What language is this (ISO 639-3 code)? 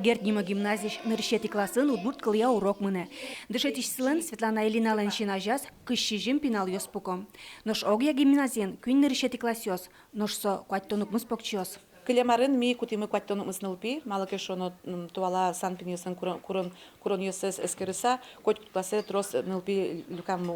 udm